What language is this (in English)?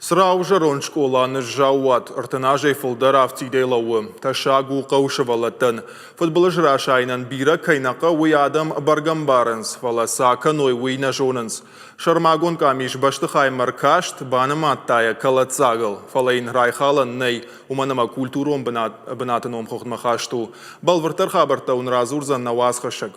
Ossetic